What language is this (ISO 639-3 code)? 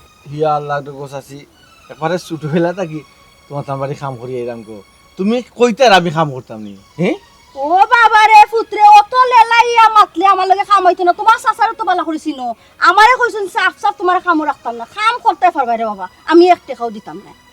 syl